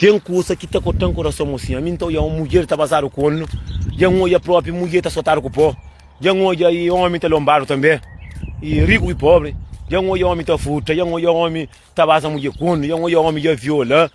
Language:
Kabuverdianu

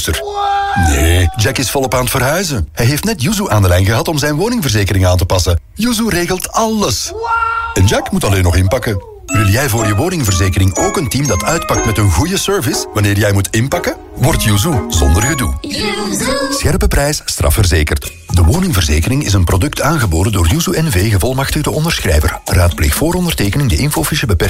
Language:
Dutch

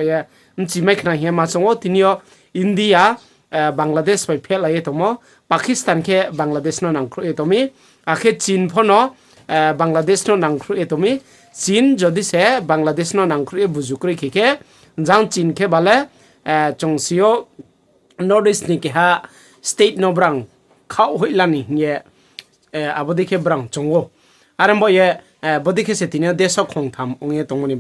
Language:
Riang (India)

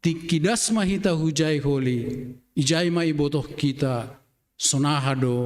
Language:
Batak Simalungun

